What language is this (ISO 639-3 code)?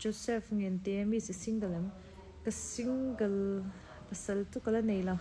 lus